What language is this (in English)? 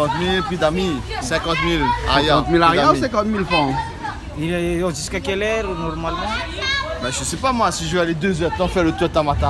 Réunion Creole French